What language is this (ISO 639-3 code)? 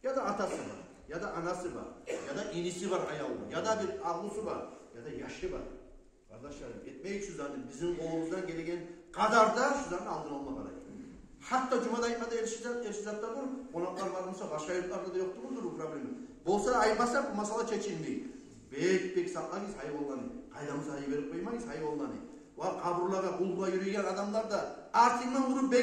kum